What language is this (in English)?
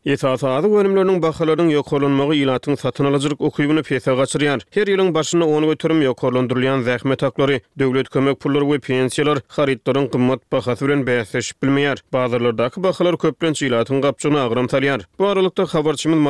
Turkmen